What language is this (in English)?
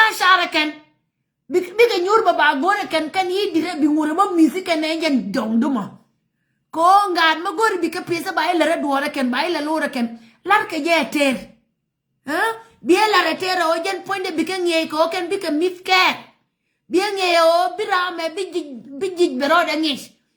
Nuer